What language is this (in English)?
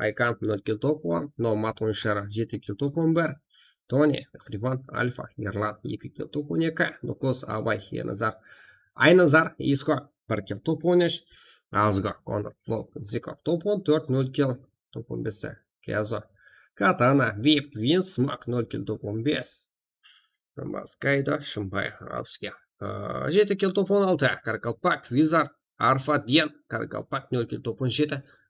Kara-Kalpak